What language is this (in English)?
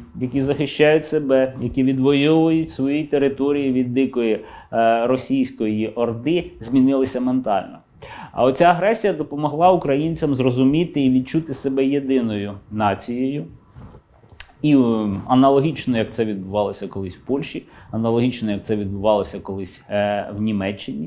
Ukrainian